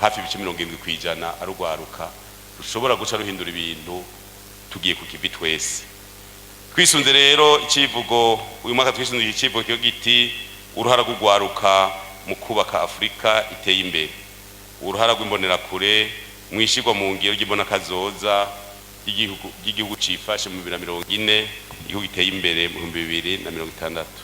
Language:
Rundi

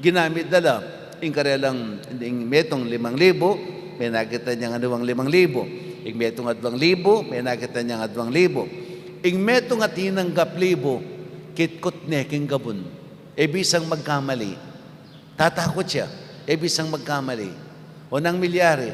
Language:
Pampanga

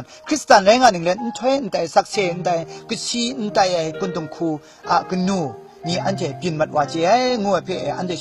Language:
Kachin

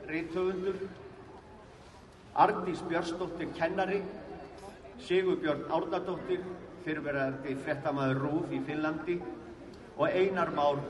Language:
Icelandic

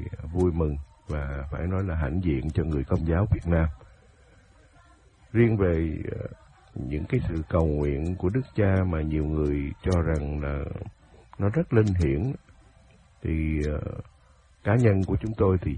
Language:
Vietnamese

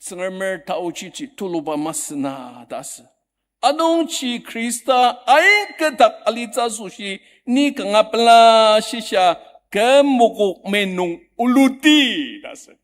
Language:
Ao Naga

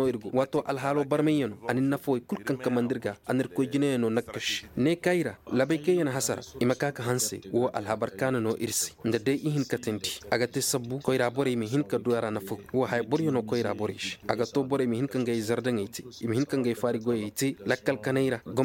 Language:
Koyraboro Senni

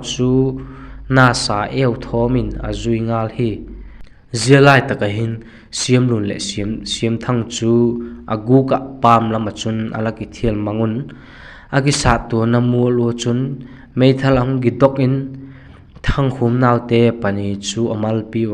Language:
Vaiphei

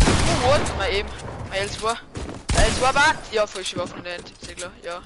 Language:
Bavarian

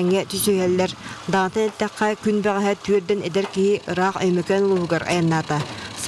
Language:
Yakut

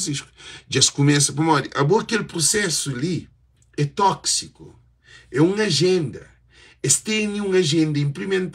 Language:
Kabuverdianu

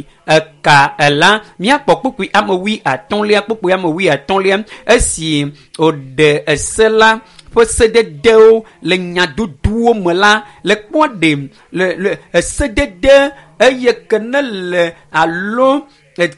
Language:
Ewe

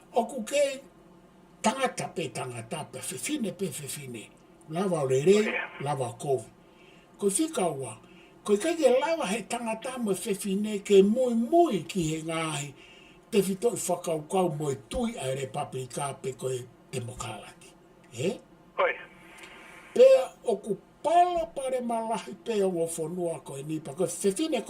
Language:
Tongan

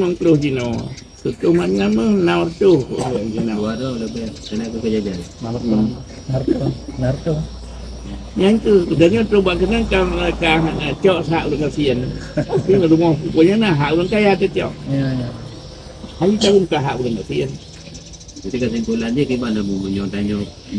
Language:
Achinese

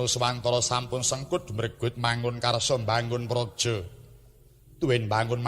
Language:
Javanese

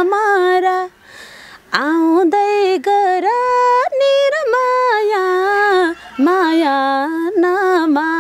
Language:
Nepali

